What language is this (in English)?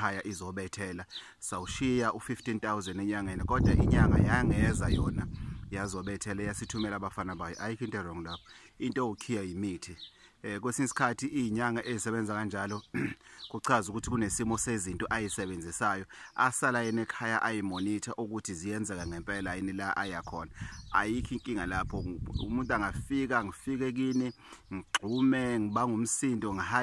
Zulu